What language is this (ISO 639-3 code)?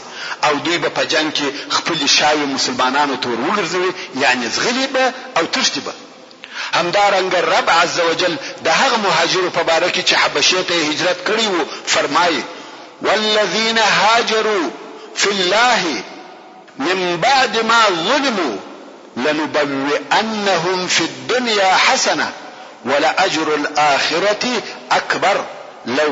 pus